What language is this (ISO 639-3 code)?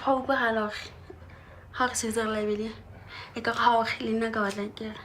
sot